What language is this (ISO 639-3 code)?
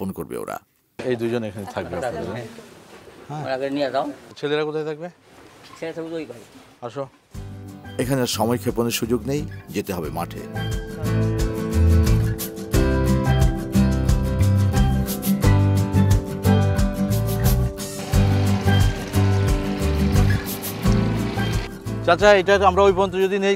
ben